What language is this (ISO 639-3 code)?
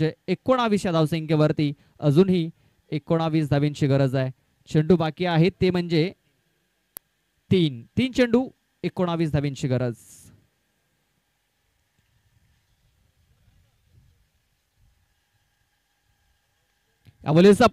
mar